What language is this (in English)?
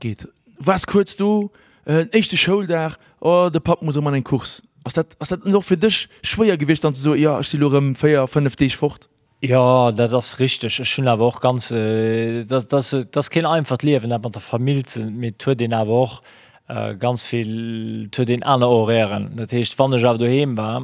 Luxembourgish